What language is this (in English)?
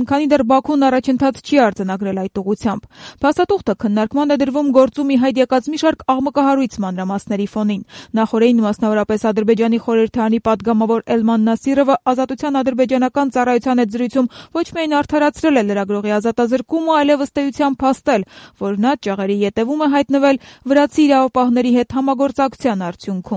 Armenian